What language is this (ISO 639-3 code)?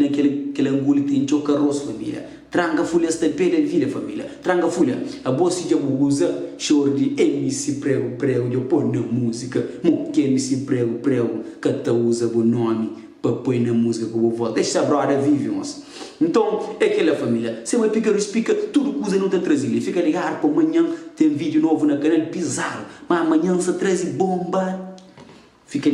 kea